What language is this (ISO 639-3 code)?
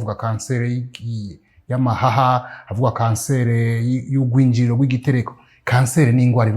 run